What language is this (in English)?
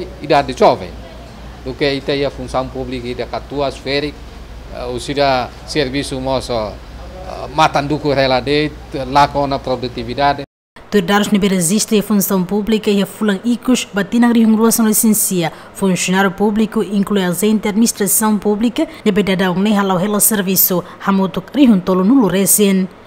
Tetum